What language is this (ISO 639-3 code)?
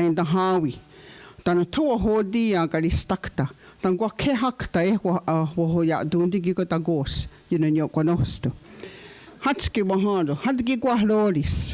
moh